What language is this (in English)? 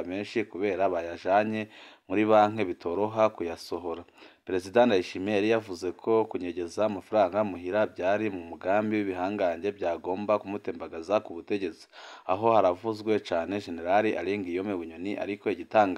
Rundi